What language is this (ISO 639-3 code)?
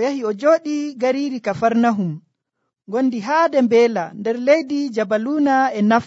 fuv